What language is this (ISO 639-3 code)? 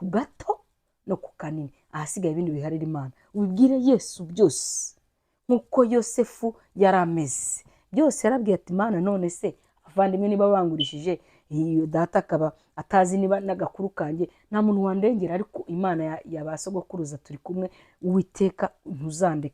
kin